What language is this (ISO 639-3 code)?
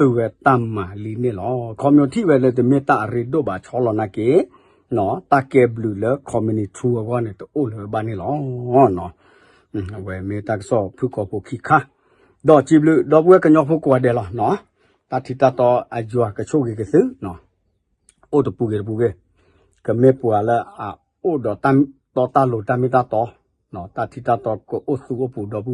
ksw